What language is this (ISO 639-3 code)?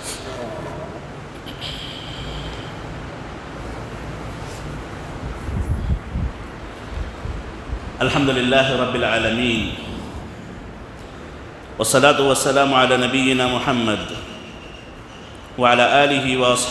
urd